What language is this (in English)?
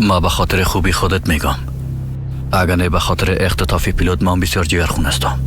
Persian